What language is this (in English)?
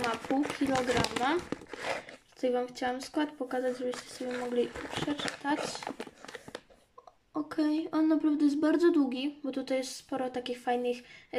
Polish